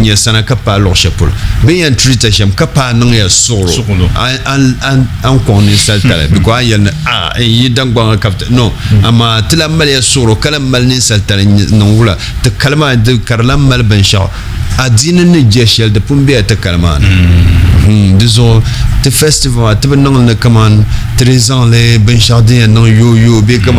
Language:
Dagbani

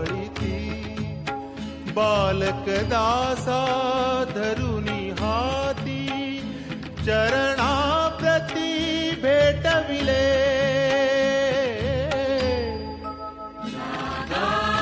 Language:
Marathi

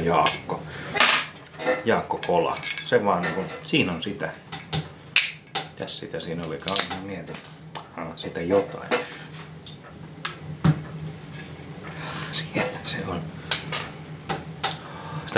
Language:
Finnish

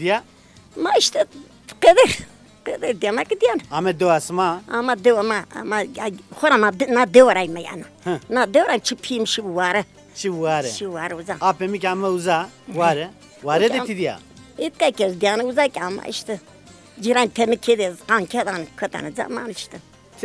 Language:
Zaza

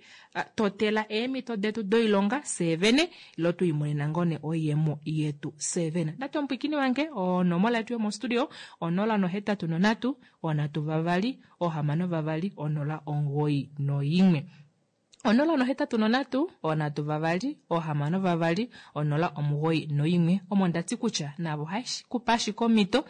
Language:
Kuanyama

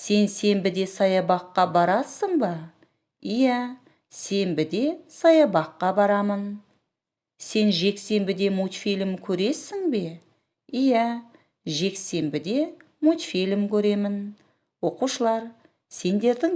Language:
Kazakh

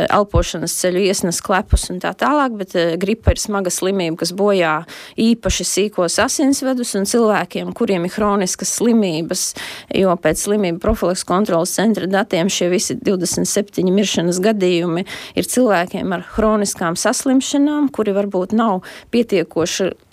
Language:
Latvian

